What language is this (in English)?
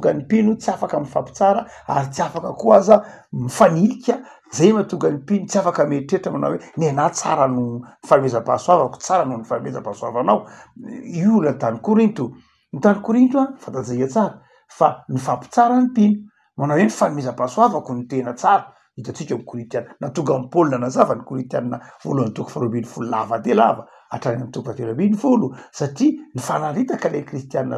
Malagasy